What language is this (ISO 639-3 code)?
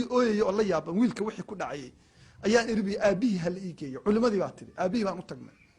som